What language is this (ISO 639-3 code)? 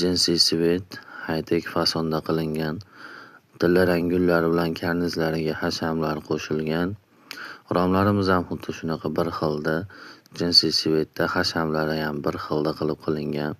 uzb